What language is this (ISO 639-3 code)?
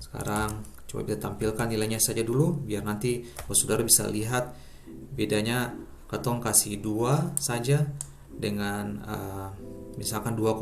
abs